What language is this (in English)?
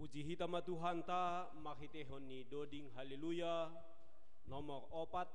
Batak Simalungun